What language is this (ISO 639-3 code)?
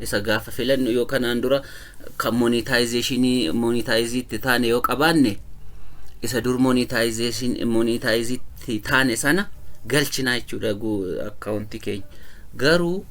orm